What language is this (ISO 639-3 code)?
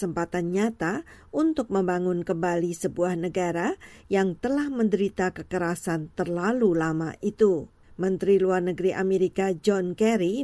ind